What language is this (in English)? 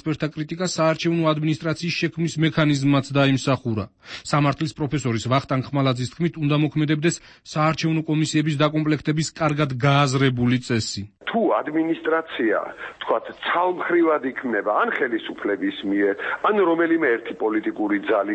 Georgian